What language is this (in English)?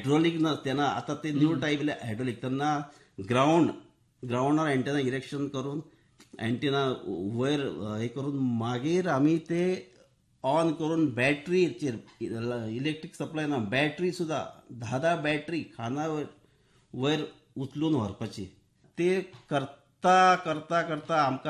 Konkani